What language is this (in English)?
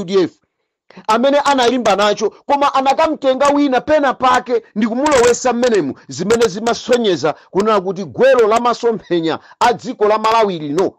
Nyanja